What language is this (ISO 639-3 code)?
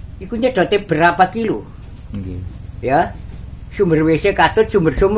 jav